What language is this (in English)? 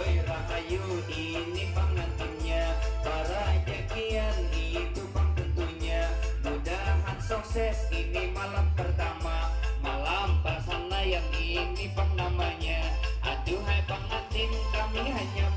Banjar